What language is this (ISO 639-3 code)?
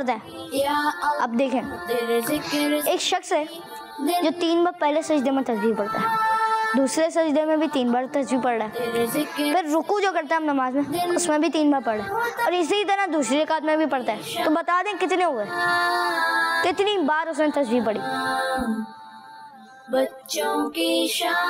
urd